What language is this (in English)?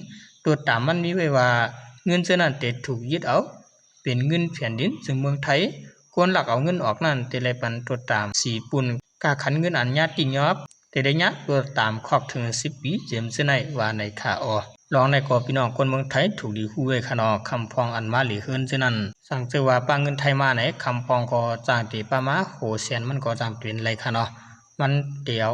Shan